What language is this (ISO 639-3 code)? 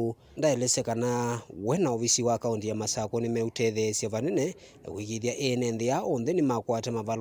kam